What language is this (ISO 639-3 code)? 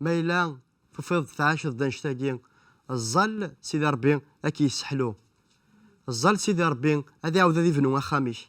kab